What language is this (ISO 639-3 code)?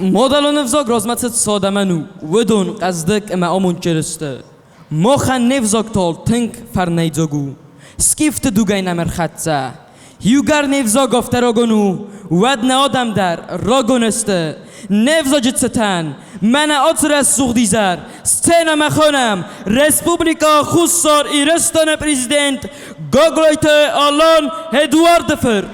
oss